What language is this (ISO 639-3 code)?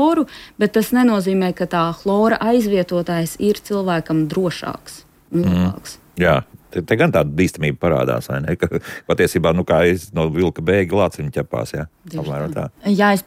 lav